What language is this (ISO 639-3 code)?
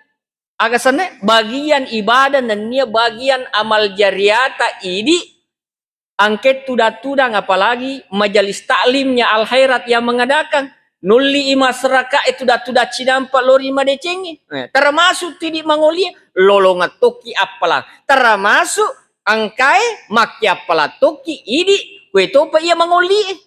bug